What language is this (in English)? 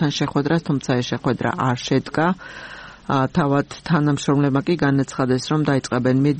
Georgian